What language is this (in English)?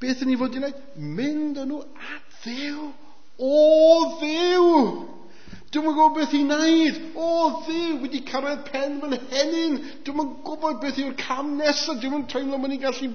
Welsh